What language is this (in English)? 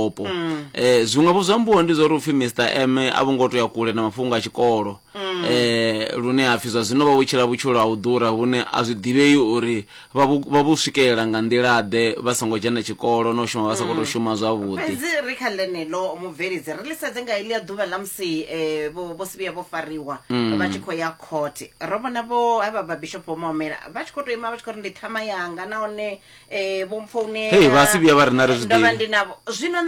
Venda